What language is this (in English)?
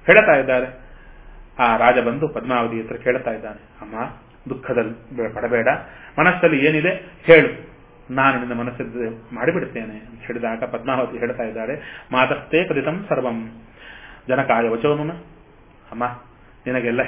Kannada